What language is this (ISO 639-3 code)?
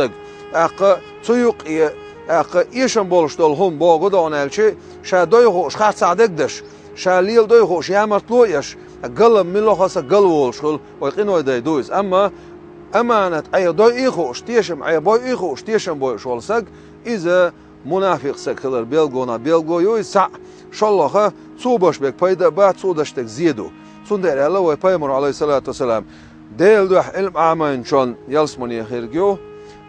che